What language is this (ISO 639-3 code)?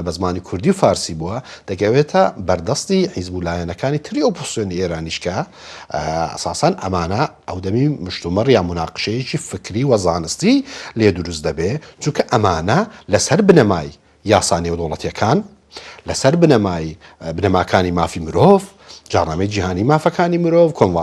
ckb